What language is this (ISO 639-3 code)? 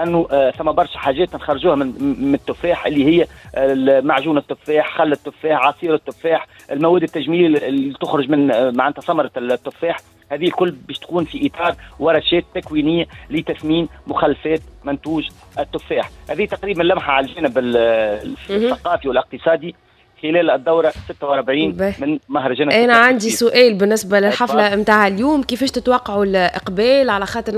aeb